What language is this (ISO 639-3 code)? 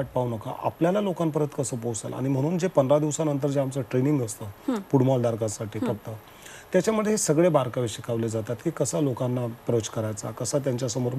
mar